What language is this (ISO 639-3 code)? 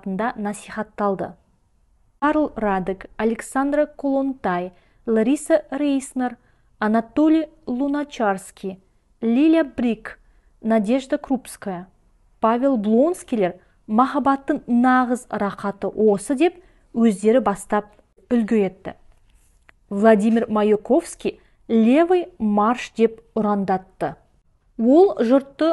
kaz